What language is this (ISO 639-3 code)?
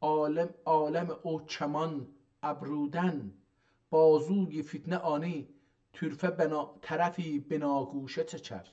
azb